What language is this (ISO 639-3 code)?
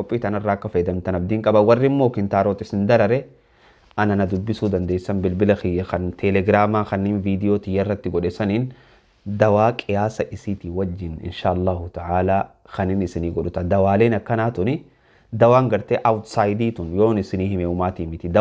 orm